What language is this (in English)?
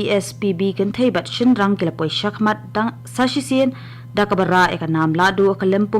Khasi